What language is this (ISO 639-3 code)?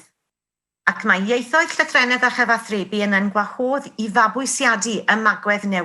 cym